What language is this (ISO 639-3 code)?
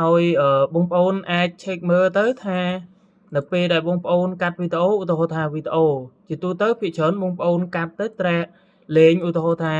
khm